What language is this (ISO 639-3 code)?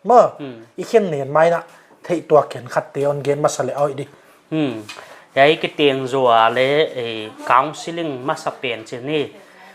pck